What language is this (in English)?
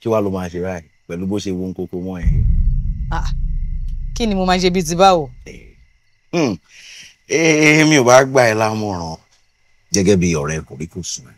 Yoruba